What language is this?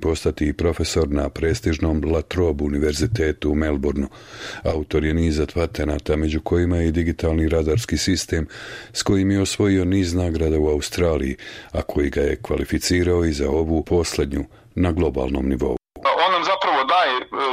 Bosnian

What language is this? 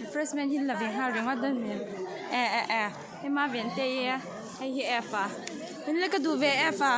Mizo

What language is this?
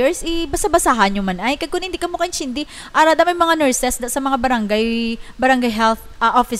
Hiligaynon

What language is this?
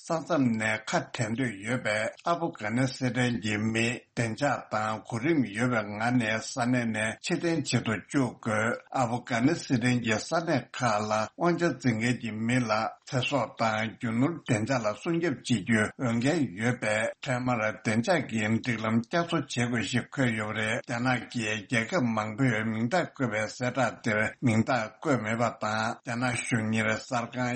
Tibetan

